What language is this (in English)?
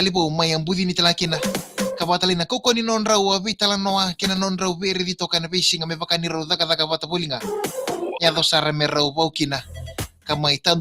Fijian